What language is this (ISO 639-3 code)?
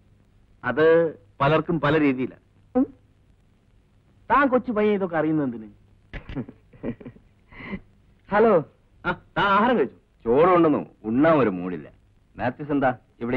mal